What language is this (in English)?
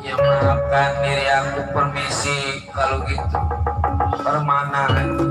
Betawi